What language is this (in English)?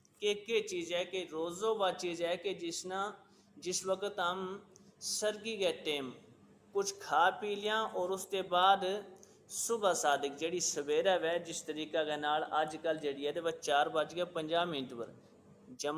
Gujari